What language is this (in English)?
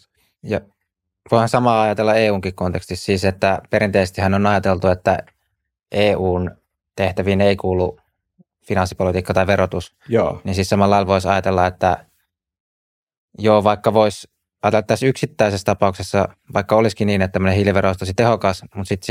Finnish